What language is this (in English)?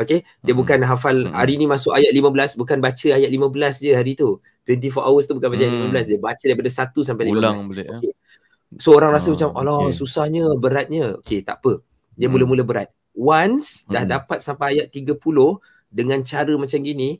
Malay